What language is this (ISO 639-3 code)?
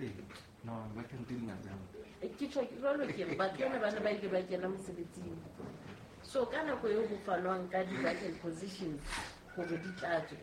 sot